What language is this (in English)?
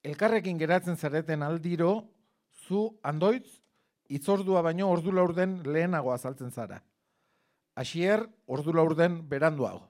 Basque